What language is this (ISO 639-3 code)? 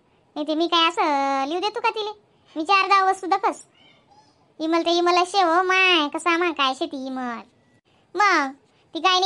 khn